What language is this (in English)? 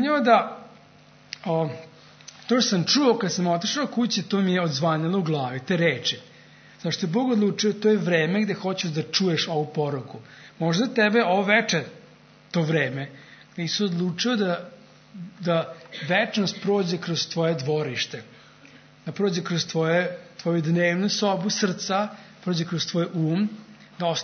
Serbian